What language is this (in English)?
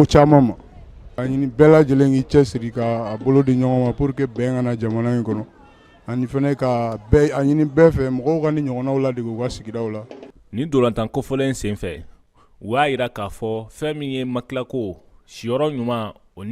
Bambara